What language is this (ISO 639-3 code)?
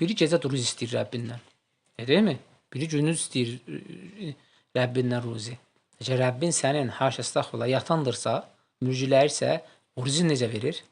aze